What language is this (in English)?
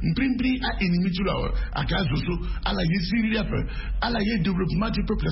Sango